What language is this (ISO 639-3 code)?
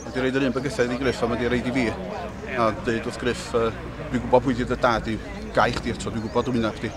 cym